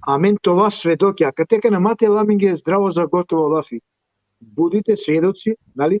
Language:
Balkan Romani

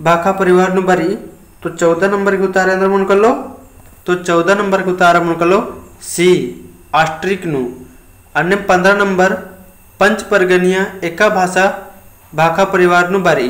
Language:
Kurukh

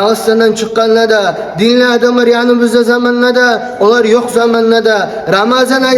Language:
Kumyk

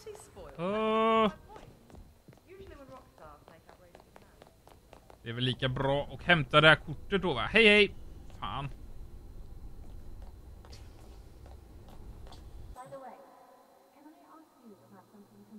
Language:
Swedish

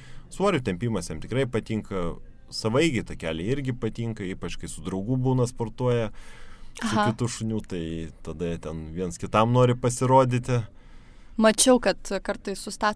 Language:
Lithuanian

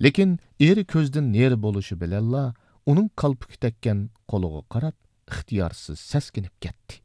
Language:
Uyghur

